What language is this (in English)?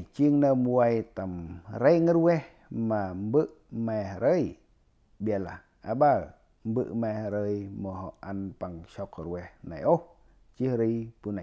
Central Mnong